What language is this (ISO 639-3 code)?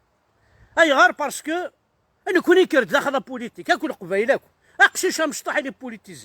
kab